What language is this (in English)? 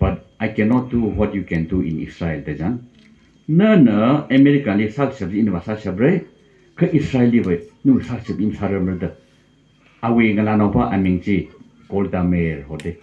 Tangkhul Naga (India)